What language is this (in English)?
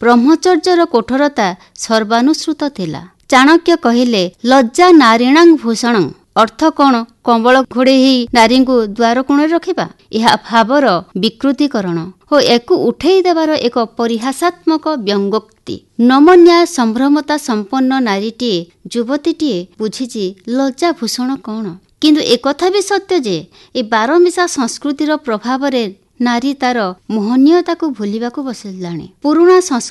Odia